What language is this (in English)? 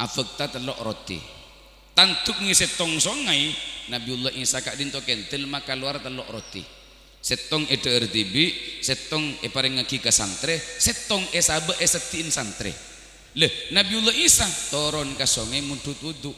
Madurese